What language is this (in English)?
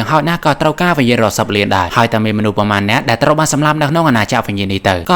Khmer